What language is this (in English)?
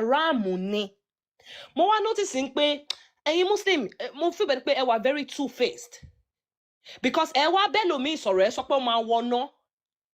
Yoruba